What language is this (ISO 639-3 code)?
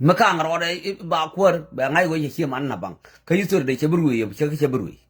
nus